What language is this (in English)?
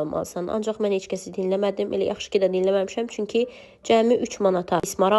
Azerbaijani